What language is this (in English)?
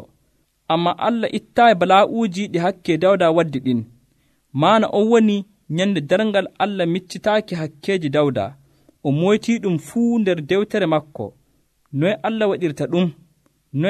Nigerian Fulfulde